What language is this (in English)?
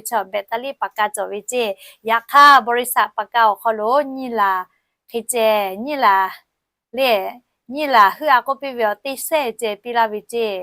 Lahu